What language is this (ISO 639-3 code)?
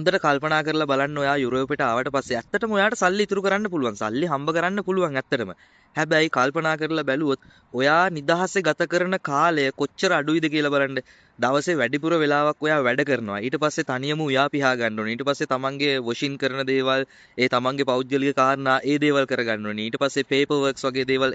sin